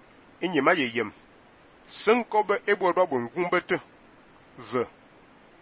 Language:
Fang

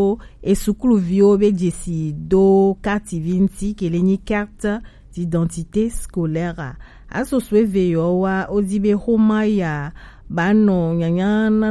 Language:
Gen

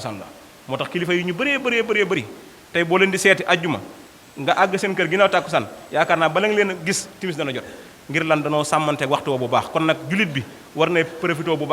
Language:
Wolof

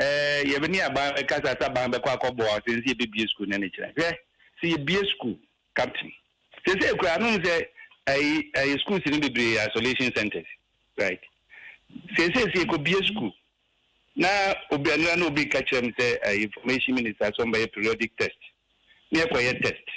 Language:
Akan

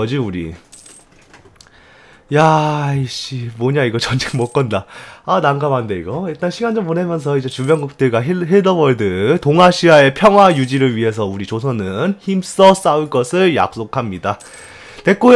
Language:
Korean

